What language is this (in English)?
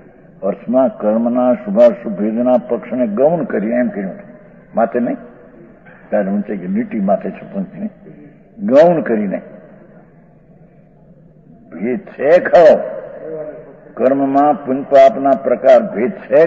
Gujarati